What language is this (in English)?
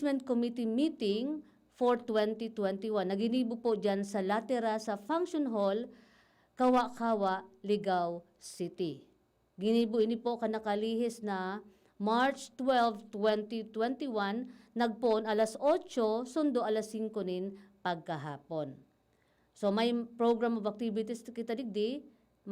Bikol